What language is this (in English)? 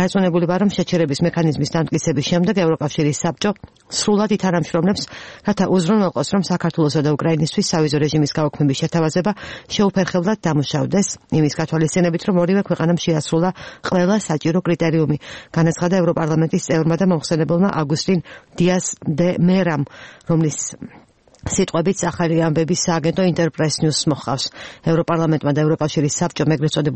Georgian